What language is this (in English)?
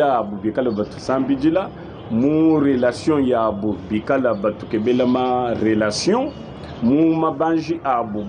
Luba-Lulua